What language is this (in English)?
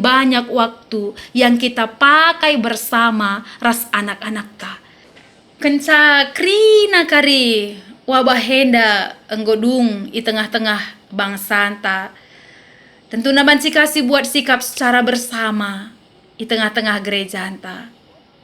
Batak Karo